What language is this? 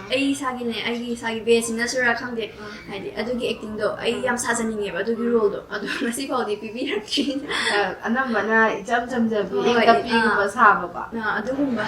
Manipuri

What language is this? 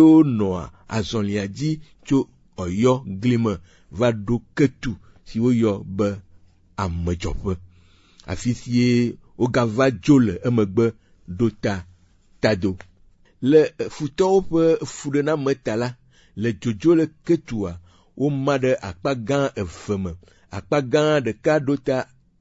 Ewe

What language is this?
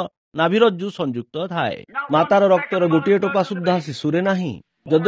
Odia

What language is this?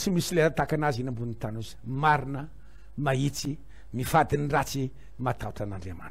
Malagasy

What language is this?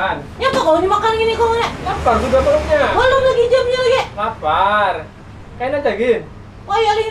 Banjar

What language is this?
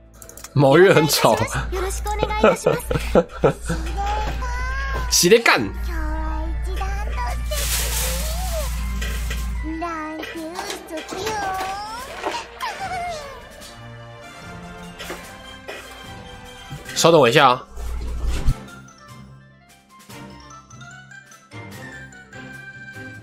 Chinese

